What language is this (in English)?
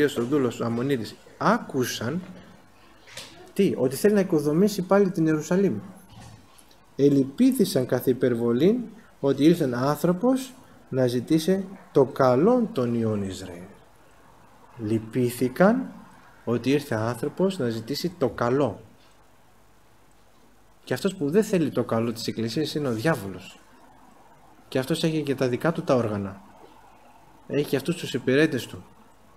Greek